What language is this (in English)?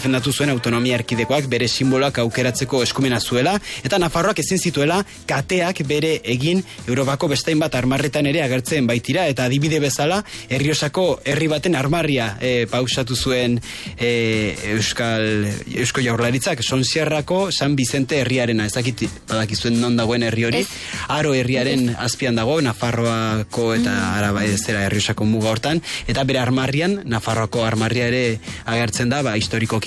Basque